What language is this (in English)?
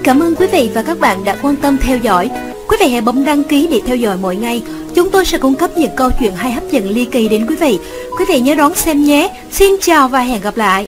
Vietnamese